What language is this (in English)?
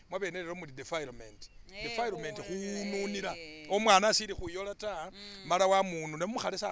Masaaba